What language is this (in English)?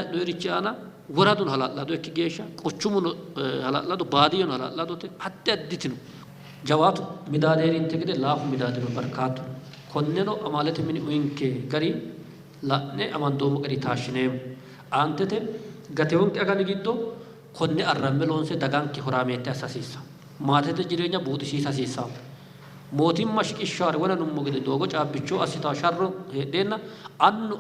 Sidamo